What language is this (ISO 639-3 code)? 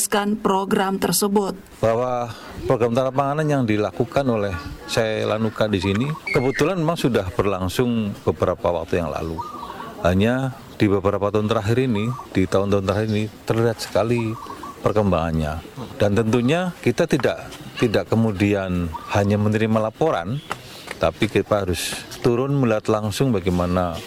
ind